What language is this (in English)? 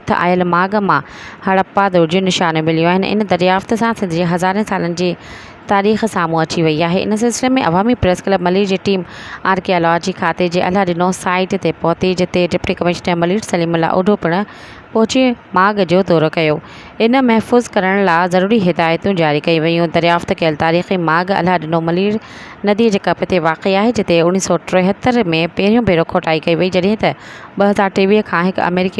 Sindhi